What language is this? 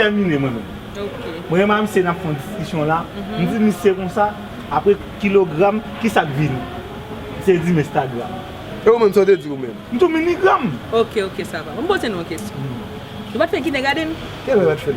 Haitian Creole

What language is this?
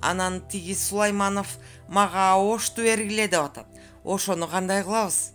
Kyrgyz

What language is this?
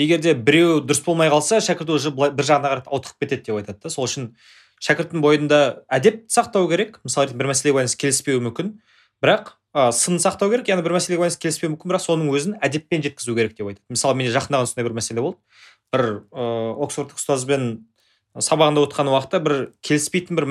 Kazakh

